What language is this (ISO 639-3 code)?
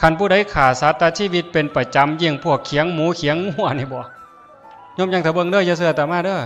tts